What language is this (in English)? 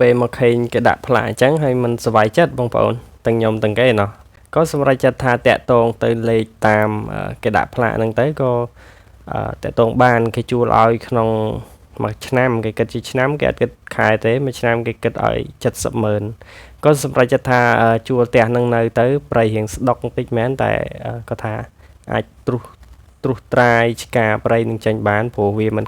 Khmer